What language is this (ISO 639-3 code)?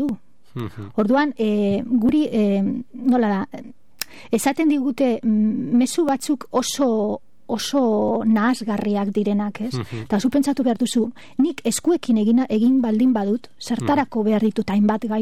eus